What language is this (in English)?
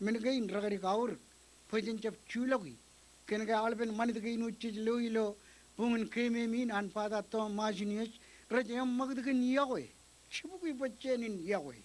Marshallese